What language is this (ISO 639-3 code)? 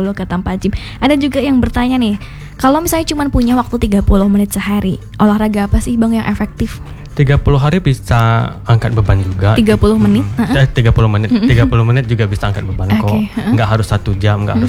ind